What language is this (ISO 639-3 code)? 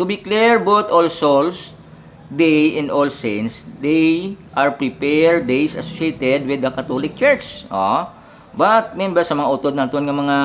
hil